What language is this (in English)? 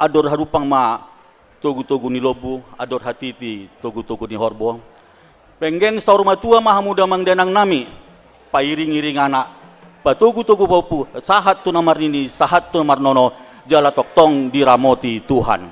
Batak Toba